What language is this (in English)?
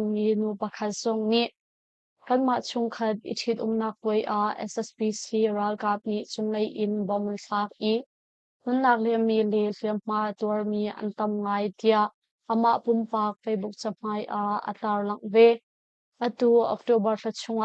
Hakha Chin